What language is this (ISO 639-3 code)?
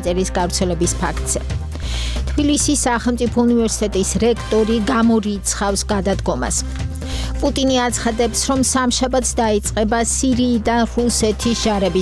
kat